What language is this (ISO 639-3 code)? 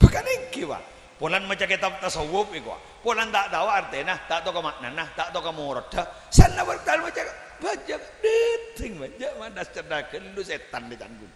mad